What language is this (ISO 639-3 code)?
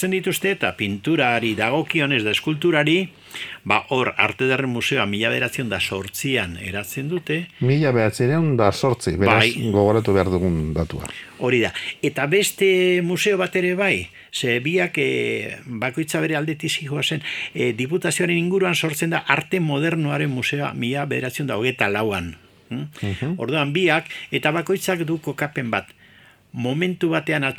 eus